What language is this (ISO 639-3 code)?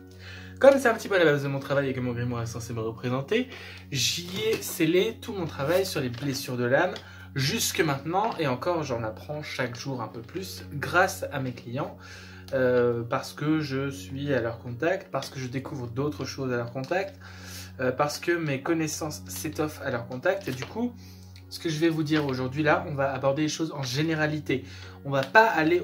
fra